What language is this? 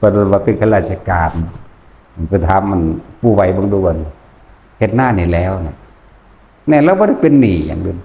Northeastern Thai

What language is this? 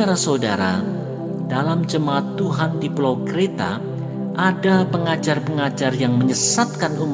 Indonesian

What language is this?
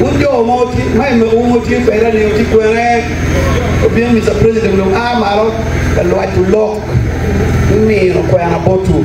Acoli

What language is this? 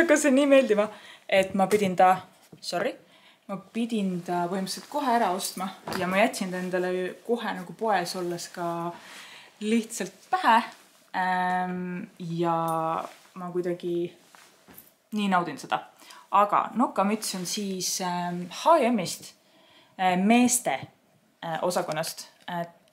Estonian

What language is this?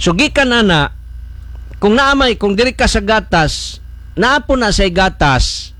Cebuano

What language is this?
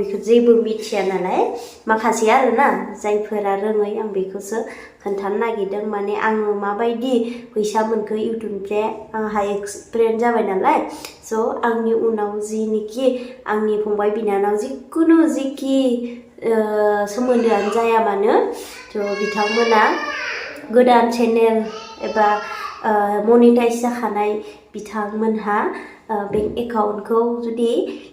Bodo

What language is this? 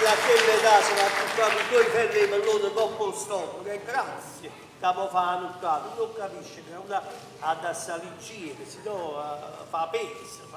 Neapolitan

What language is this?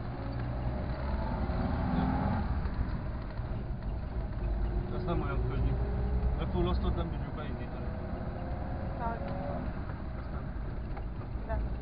Hungarian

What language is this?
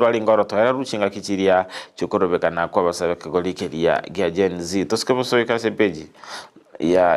Gusii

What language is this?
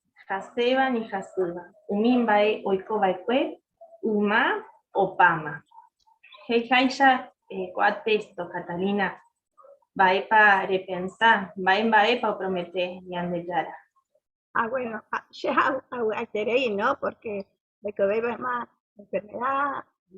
Guarani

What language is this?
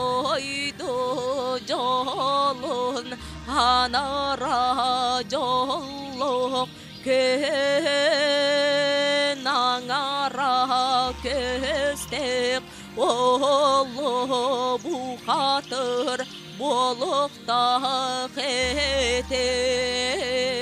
Yakut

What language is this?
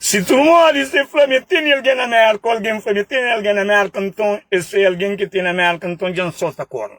Kabuverdianu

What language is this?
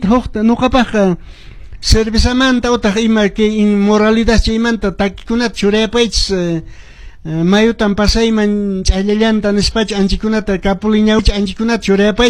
Quechua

